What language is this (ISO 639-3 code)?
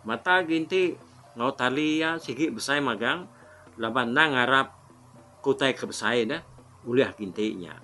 iba